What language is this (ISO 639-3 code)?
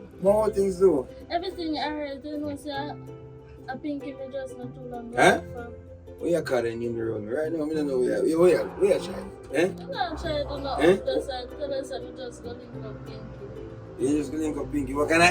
jam